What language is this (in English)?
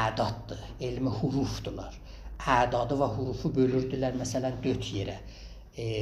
South Azerbaijani